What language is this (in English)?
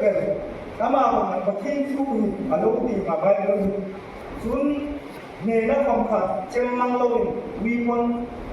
Hmar